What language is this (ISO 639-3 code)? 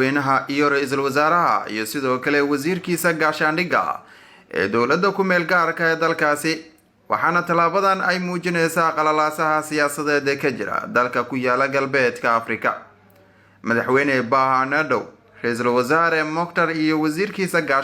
som